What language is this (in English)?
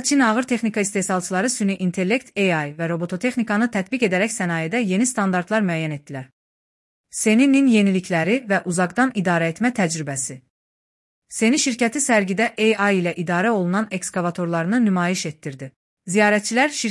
Azerbaijani